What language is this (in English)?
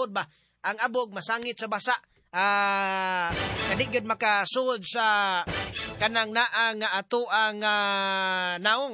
Cebuano